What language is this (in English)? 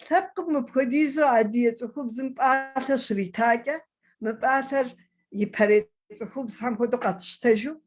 Kabardian